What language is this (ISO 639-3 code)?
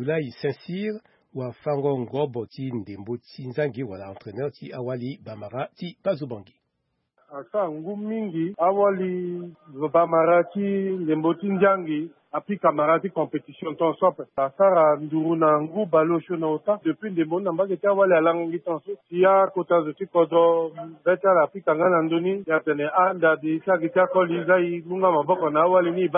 sag